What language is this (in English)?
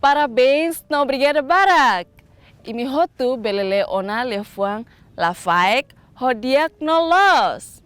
Tetum